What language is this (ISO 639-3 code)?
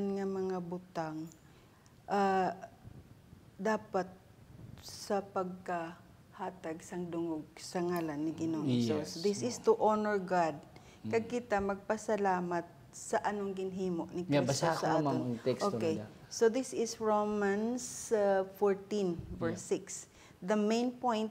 hil